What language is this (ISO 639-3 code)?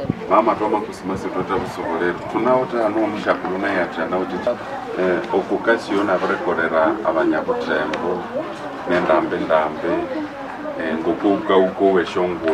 nnb